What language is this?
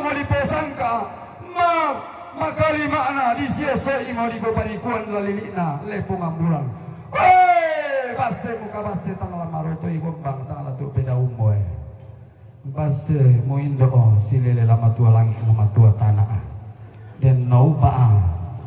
Toraja-Sa'dan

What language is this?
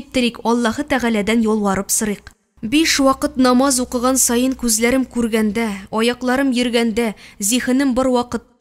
Tatar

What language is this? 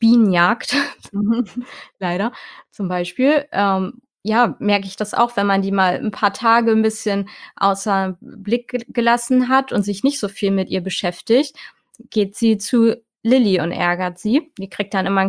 German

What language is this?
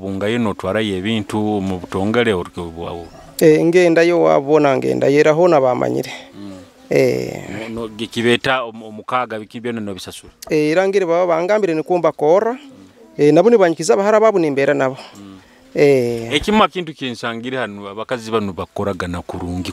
Nyoro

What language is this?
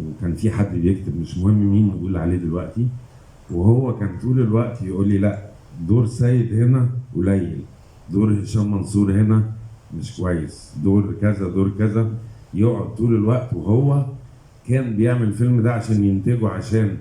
Egyptian Arabic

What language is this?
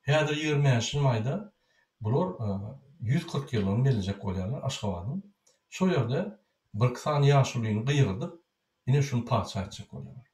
Turkmen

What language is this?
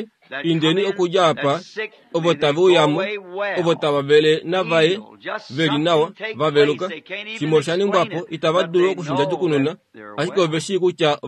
Kuanyama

